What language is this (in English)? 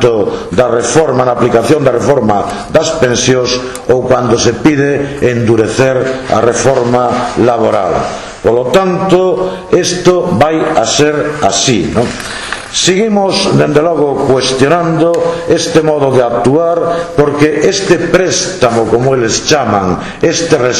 Galician